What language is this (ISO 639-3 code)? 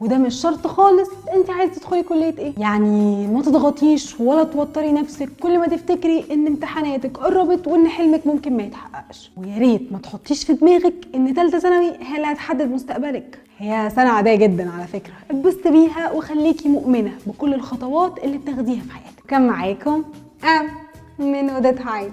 arz